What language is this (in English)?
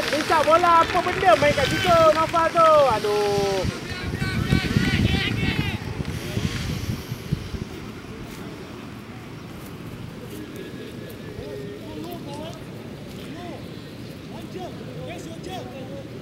Malay